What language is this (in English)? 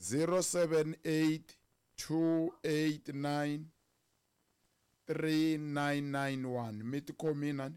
Tsonga